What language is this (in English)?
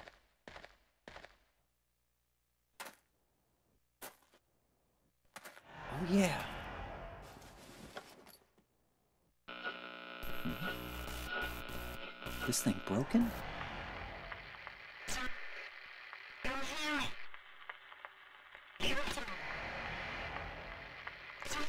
English